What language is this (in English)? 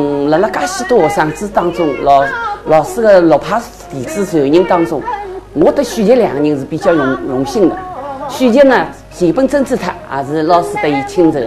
Chinese